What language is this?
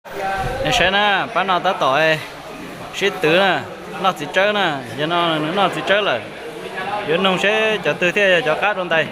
Hmong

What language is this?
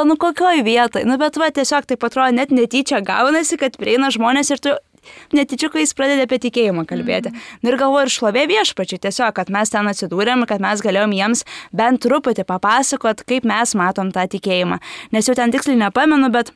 Lithuanian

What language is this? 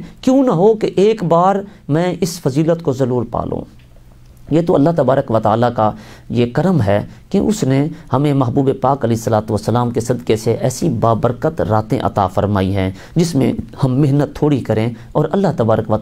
Urdu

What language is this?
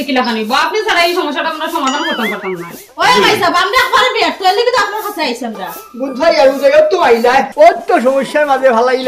Sylheti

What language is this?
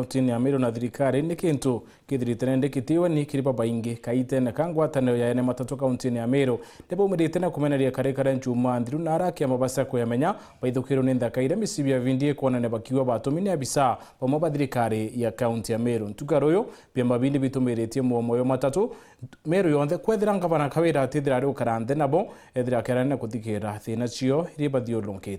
Meru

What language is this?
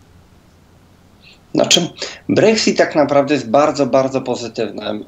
Polish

